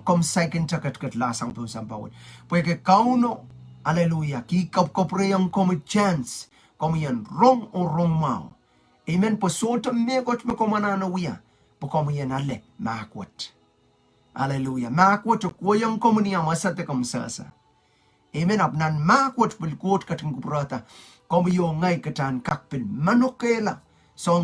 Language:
Pohnpeian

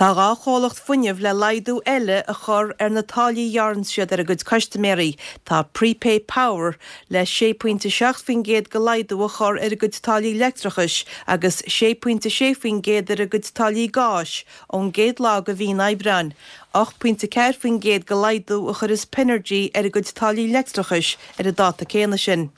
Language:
Irish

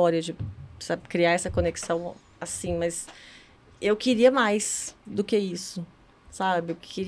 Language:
Portuguese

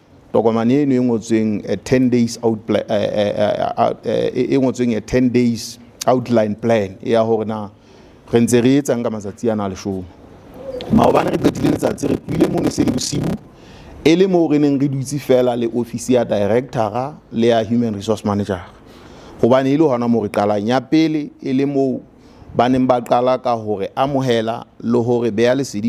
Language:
Southern Sotho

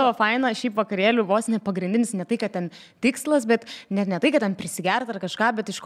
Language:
Lithuanian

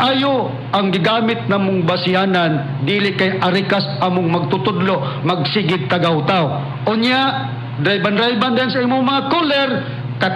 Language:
Cebuano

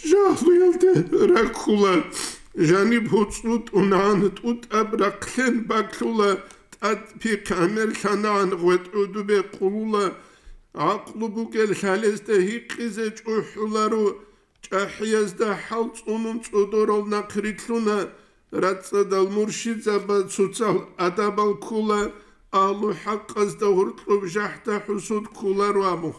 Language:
Avaric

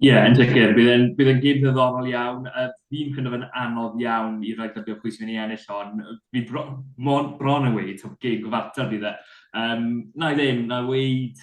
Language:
Welsh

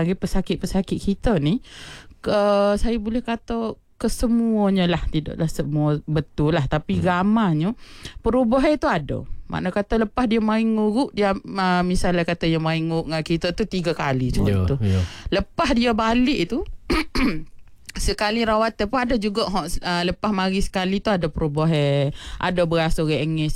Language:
Malay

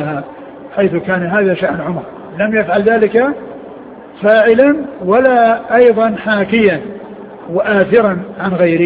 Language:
Arabic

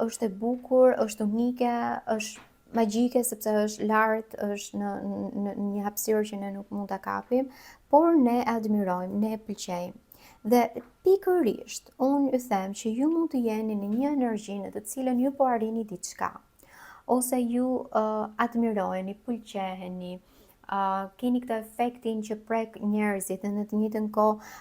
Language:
Albanian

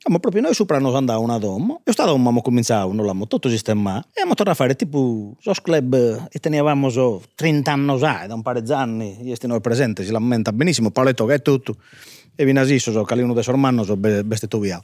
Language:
Sardinian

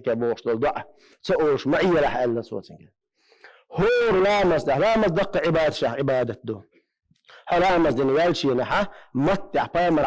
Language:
Chechen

